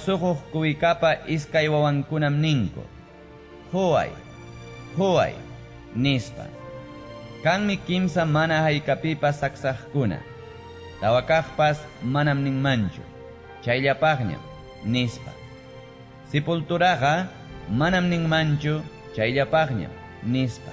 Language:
Ayacucho Quechua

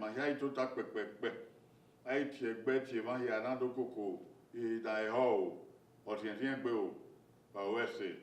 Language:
Bini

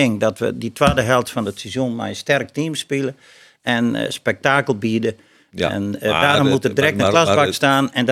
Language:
Western Frisian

